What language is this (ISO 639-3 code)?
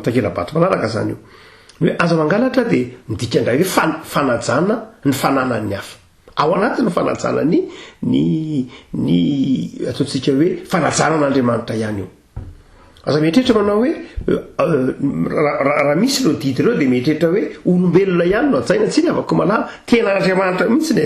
mlg